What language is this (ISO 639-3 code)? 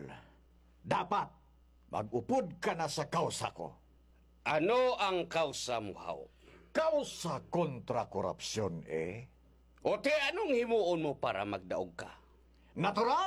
hil